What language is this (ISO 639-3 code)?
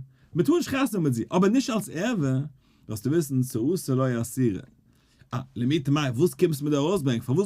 yid